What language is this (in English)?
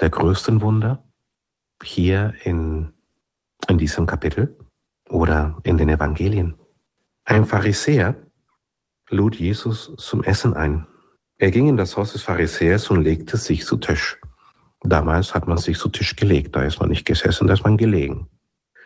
German